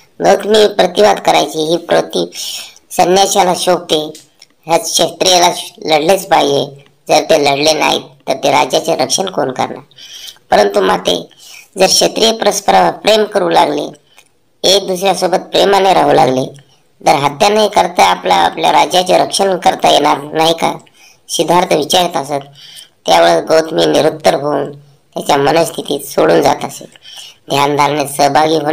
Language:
Marathi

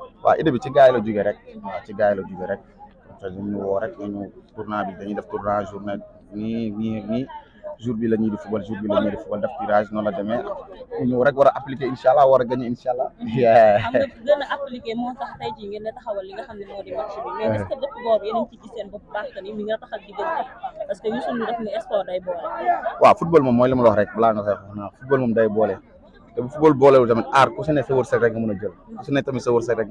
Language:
Wolof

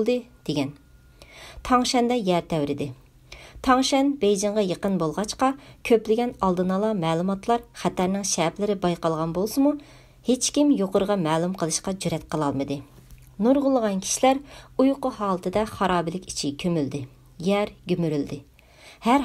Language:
Uyghur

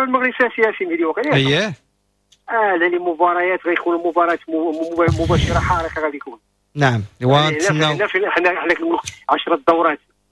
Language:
Moroccan Arabic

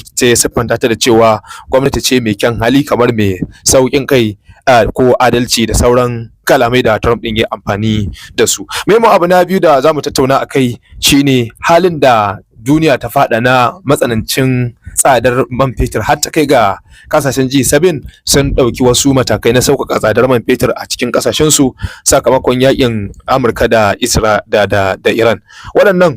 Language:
Hausa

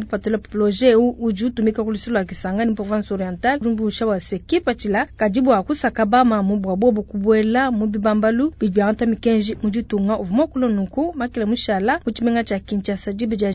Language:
Luba-Lulua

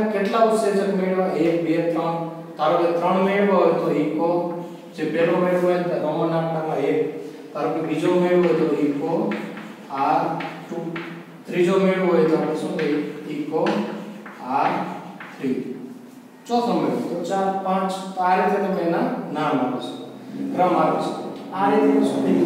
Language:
Gujarati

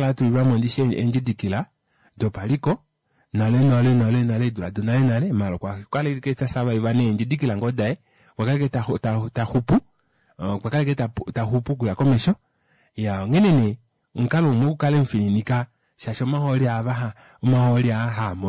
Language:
Kuanyama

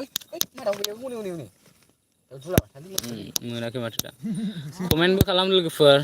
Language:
Bodo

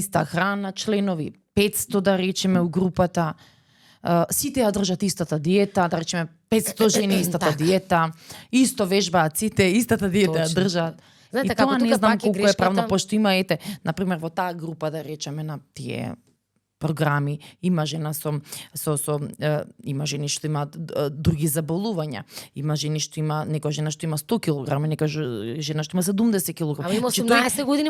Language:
Macedonian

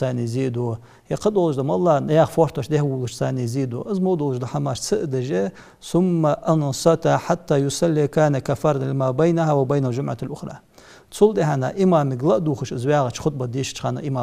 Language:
Ingush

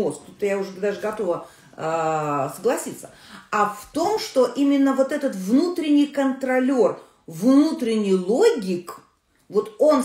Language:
Russian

